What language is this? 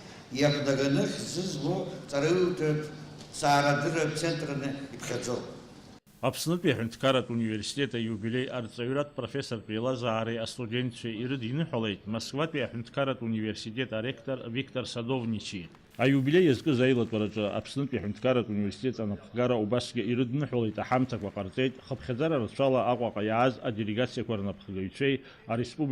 Abkhazian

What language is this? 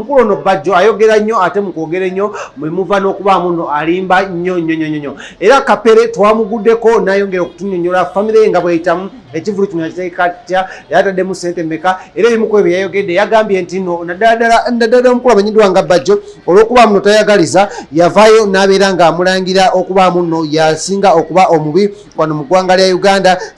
Ganda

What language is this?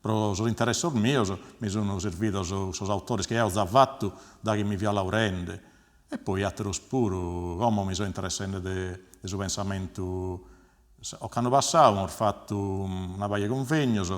Sardinian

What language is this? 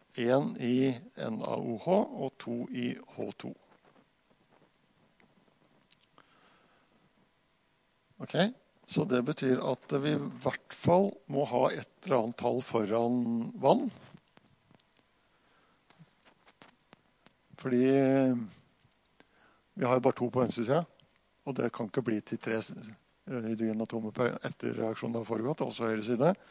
Norwegian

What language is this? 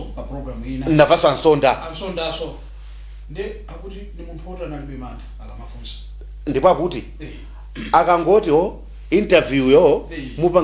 Nyanja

